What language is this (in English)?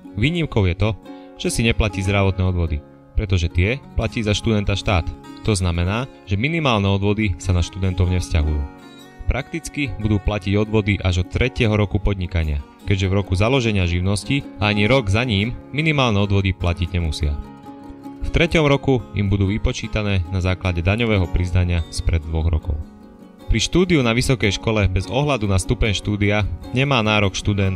Slovak